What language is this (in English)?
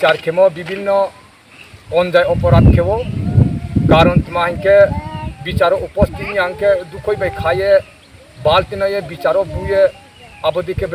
Riang (India)